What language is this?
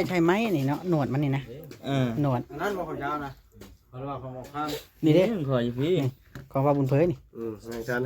Lao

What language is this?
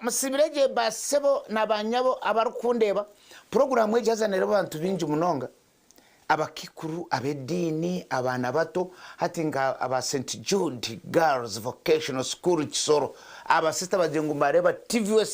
Nyankole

